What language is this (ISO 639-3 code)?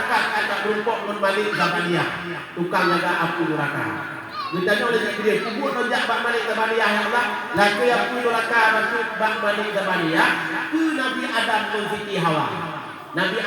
ace